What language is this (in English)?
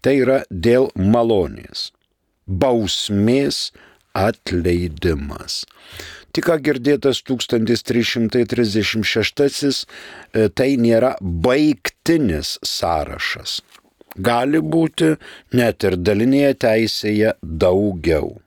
Lithuanian